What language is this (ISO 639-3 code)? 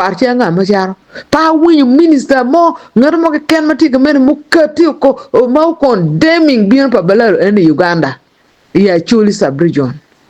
ach